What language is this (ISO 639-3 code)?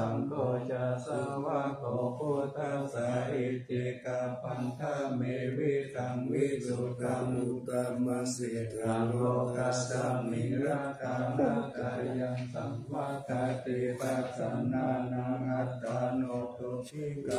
pli